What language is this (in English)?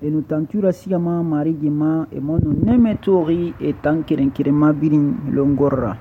Susu